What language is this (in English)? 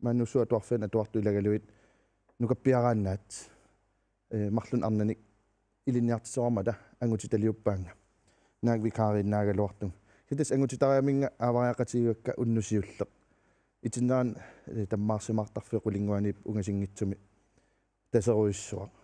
Kalaallisut